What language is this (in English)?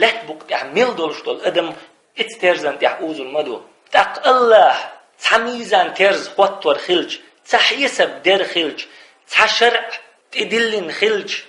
Chechen